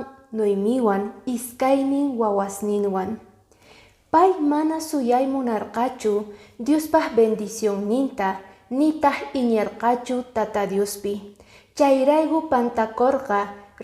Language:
Quechua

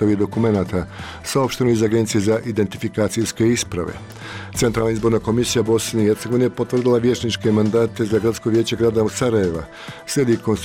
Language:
Bosnian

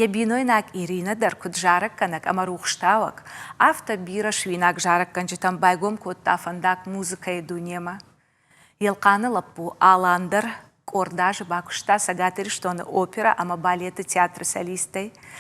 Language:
Ossetic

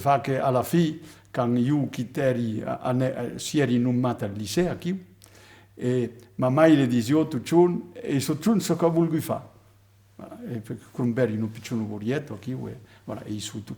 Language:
Occitan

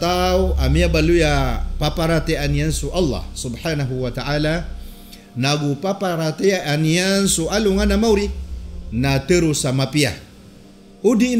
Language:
Maranao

